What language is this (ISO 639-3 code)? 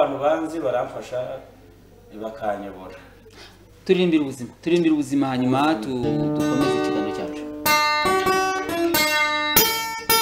kin